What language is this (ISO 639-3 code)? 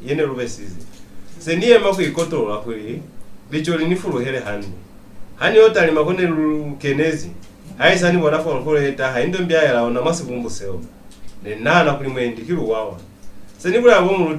loz